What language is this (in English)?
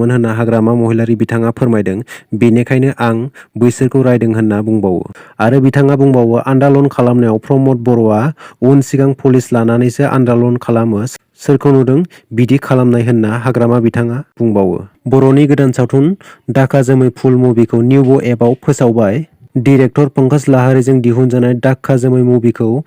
Bodo